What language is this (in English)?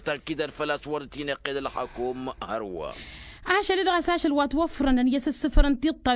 Tamasheq